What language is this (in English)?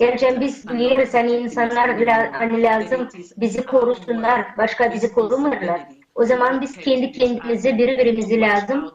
Gagauz